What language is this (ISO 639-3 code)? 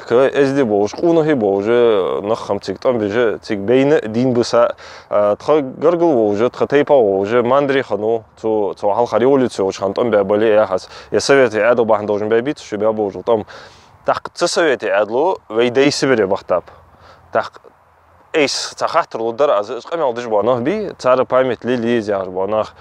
inh